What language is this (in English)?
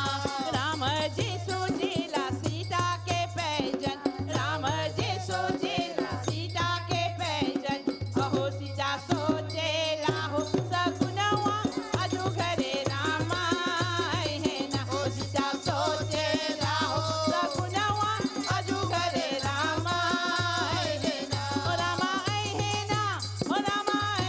Bhojpuri